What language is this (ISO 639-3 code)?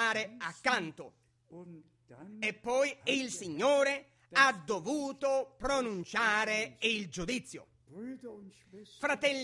ita